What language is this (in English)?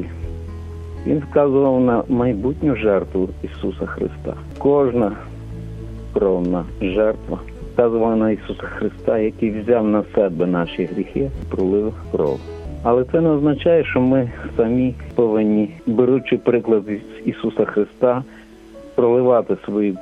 Ukrainian